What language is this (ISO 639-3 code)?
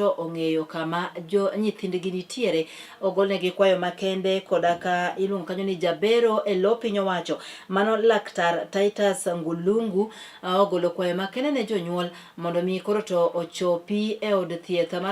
luo